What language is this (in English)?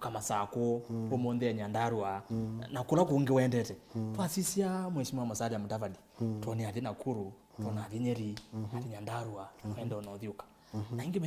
Kamba